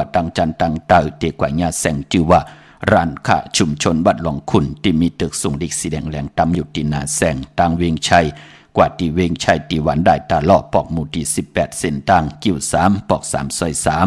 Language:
Shan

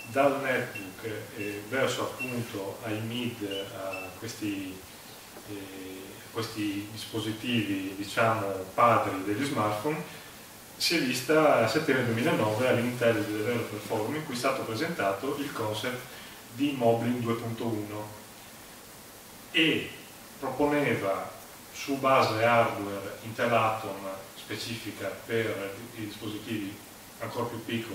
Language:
Italian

